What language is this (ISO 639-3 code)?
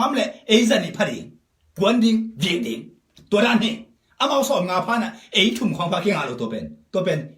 ctd